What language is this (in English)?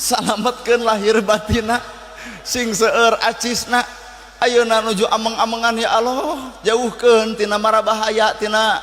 Sundanese